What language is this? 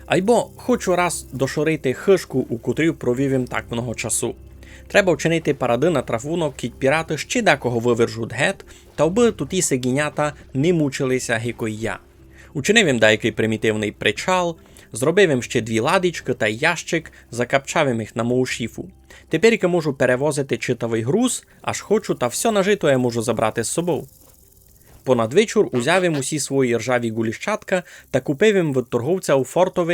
Rusyn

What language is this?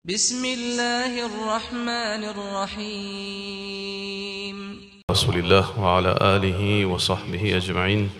Morisyen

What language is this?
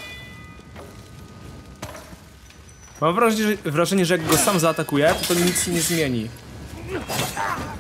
Polish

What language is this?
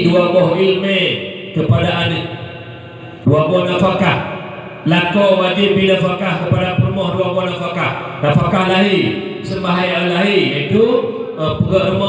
Achinese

